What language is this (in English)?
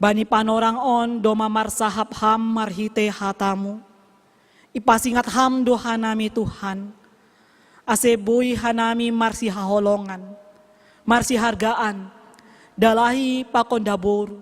Batak Simalungun